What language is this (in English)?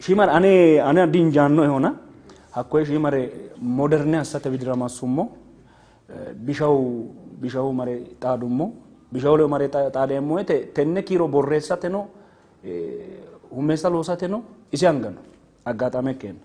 Sidamo